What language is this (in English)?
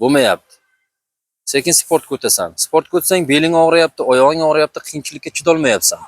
Uzbek